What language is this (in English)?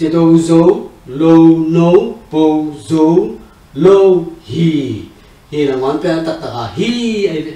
Tedim Chin